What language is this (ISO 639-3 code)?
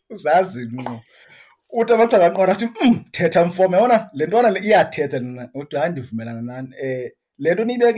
xho